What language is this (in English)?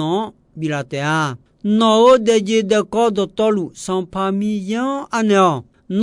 Akha